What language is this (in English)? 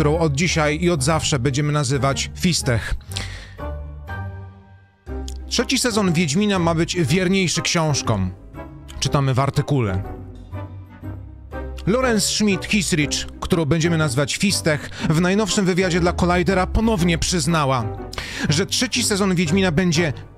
Polish